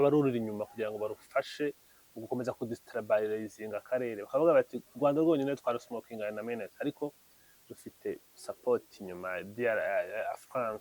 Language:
Kinyarwanda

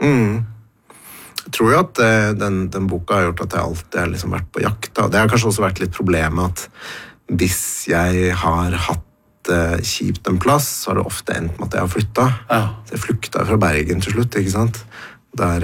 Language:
Norwegian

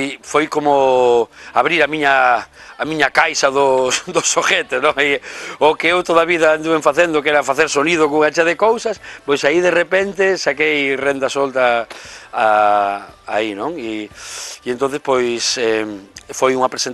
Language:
Galician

